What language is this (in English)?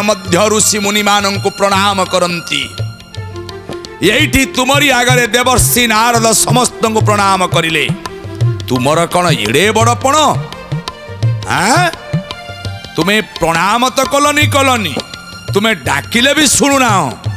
Odia